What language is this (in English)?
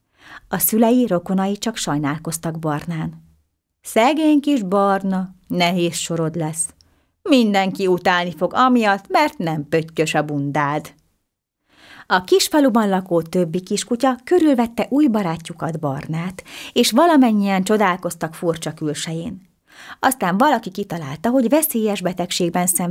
Hungarian